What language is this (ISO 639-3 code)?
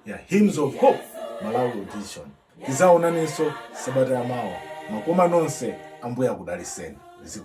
nya